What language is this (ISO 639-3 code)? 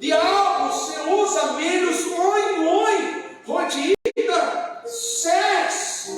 tet